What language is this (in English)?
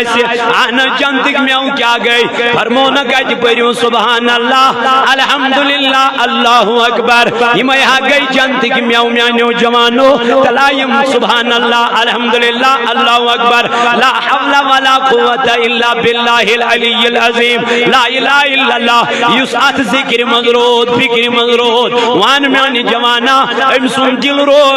Kashmiri